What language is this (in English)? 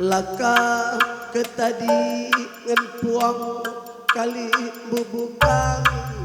Batak Karo